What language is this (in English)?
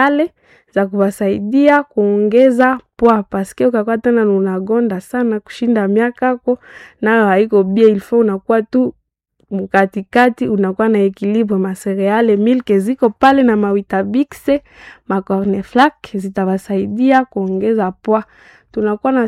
Swahili